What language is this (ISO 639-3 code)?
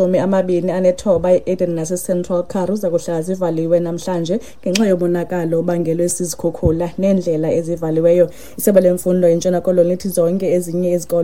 xho